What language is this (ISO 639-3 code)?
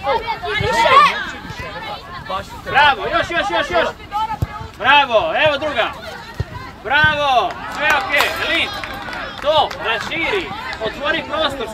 hrv